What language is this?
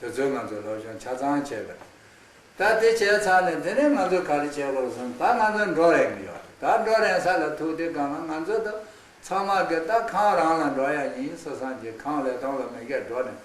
Khams Tibetan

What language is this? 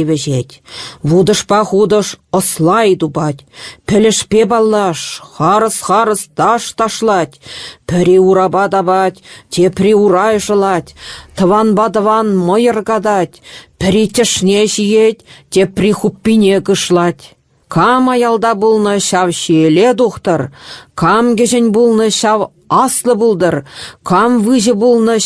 Chuvash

